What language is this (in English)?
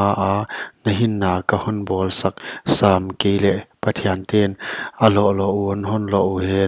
Paite Chin